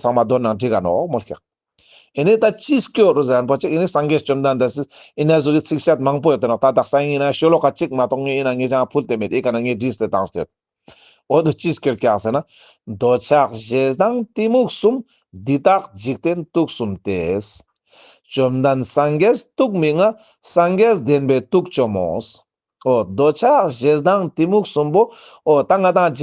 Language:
Ladakhi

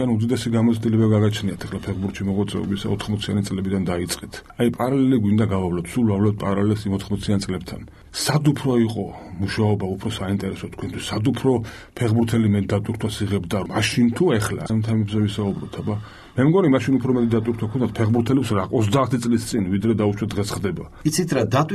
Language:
Georgian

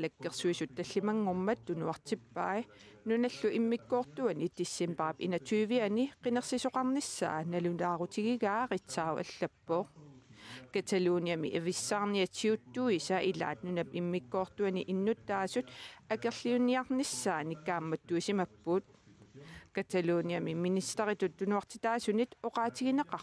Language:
Kalaallisut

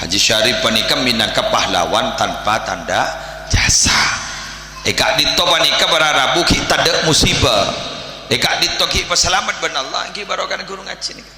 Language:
Madurese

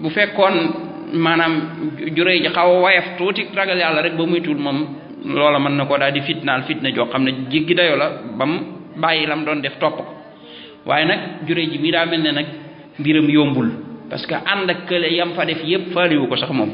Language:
Wolof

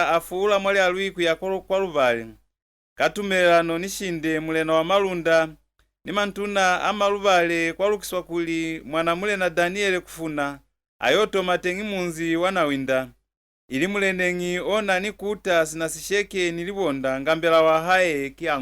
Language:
Lozi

